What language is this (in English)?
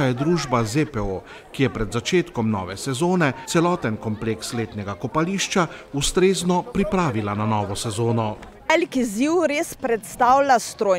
Slovenian